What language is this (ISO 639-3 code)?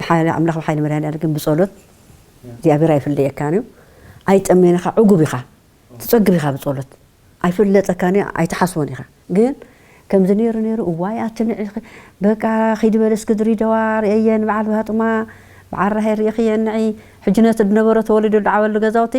tir